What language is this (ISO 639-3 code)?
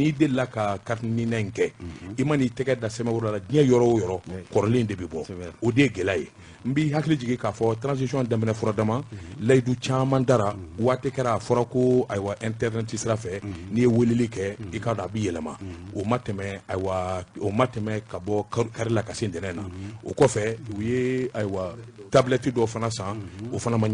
bam